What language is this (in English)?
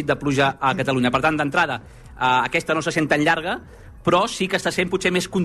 Catalan